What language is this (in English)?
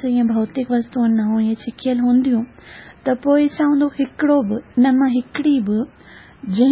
Sindhi